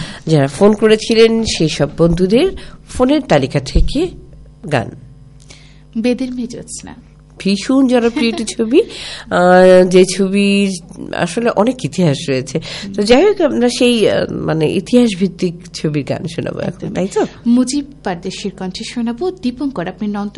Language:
Bangla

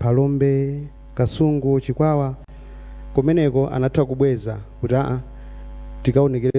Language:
Nyanja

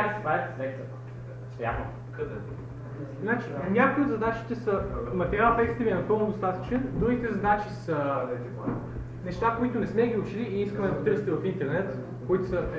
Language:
Bulgarian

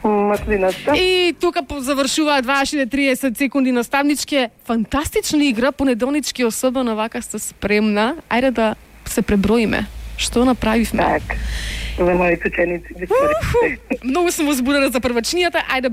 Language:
Macedonian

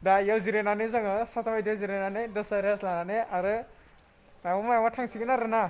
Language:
Bodo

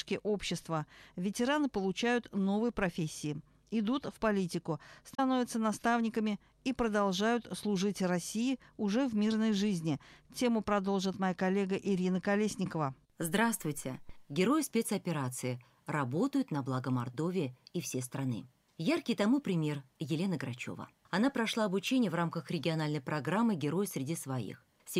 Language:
Russian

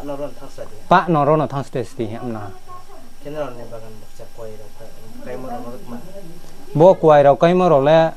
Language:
Riang (India)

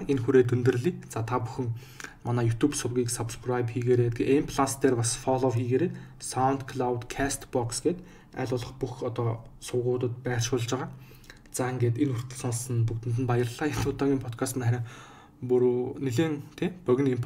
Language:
Mongolian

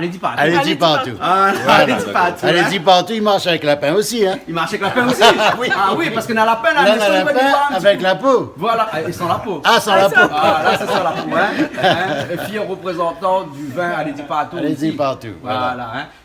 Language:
Réunion Creole French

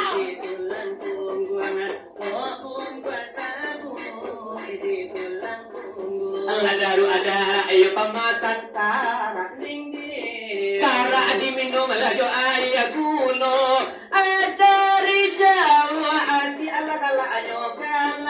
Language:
Minangkabau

